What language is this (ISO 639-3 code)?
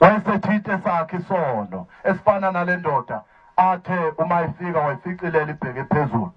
zul